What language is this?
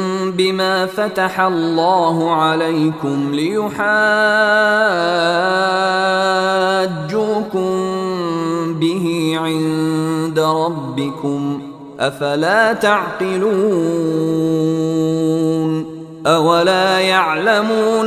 Arabic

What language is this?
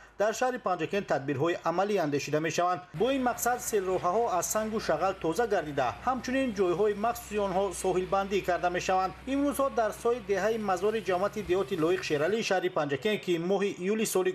Tajik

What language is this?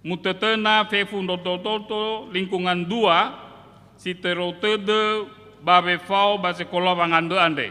Nias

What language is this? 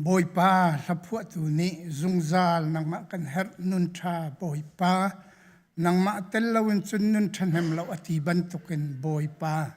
Hakha Chin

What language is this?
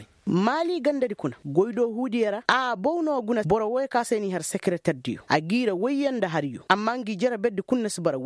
Koyraboro Senni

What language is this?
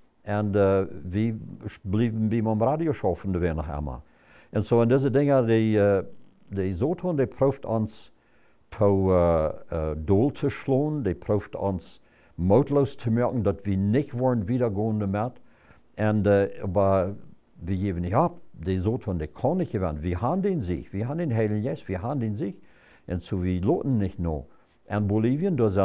Plautdietsch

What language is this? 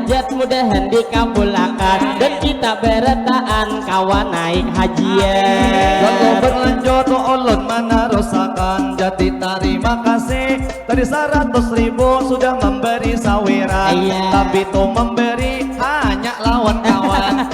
Banjar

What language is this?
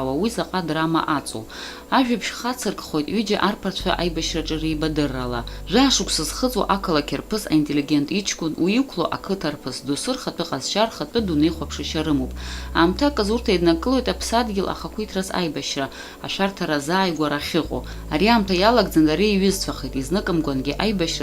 Abkhazian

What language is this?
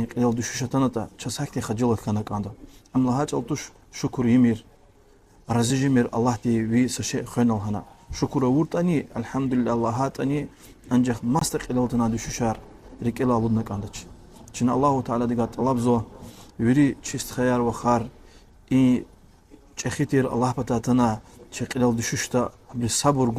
Lezghian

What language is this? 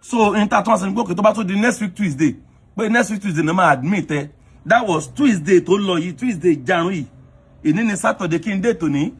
Yoruba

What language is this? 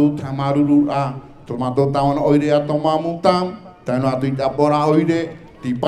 Tahitian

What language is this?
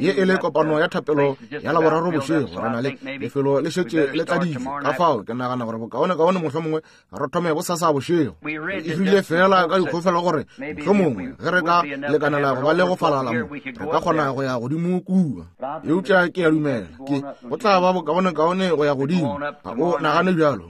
Northern Sotho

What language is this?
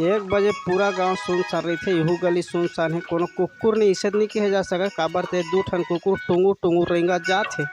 Chhattisgarhi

